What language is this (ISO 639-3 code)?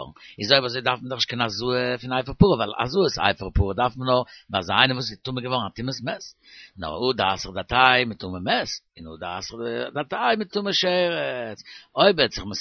yid